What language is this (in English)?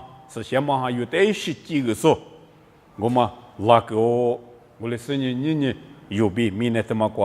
Lisu